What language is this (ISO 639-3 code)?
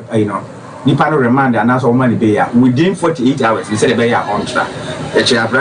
aka